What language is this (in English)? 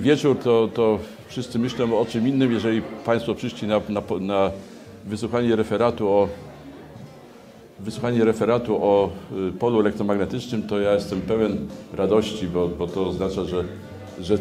Polish